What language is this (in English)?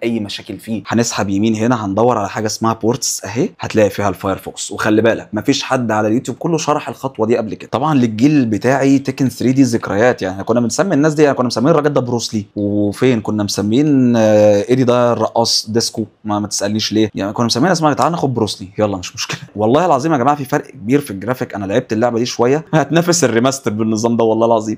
Egyptian Arabic